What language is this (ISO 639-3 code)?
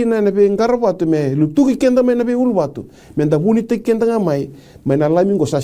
fij